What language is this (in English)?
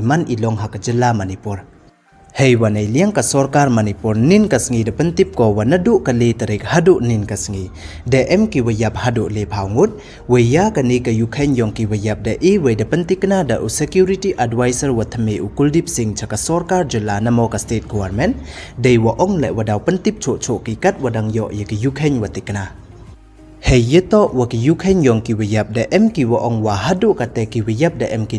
Pnar